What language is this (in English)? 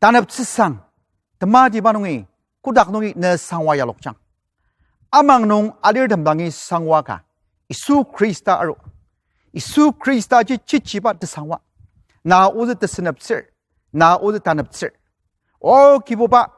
Ao Naga